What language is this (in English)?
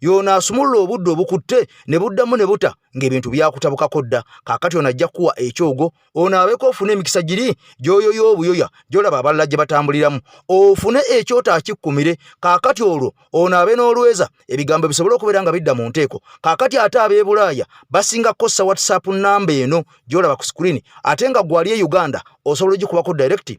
Ganda